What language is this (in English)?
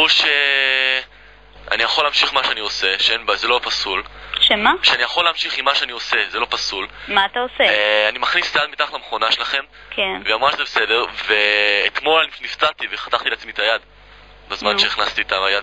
Hebrew